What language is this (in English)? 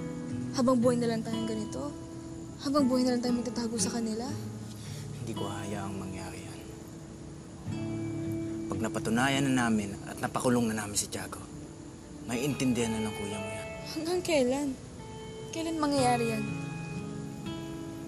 Filipino